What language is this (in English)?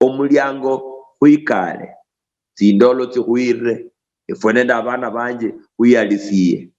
Luyia